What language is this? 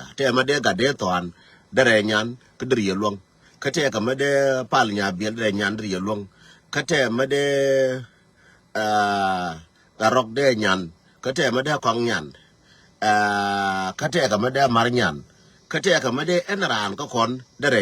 Nuer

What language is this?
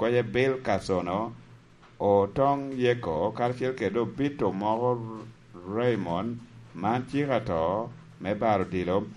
Lango (Uganda)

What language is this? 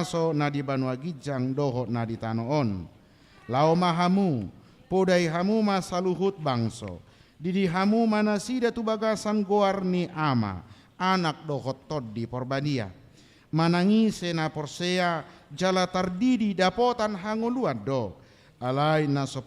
Batak Toba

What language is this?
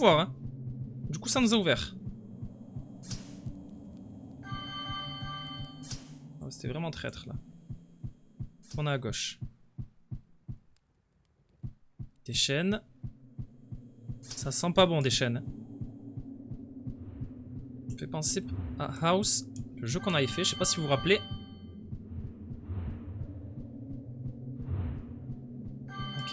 French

